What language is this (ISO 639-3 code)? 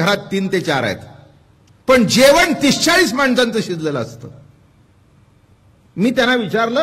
mar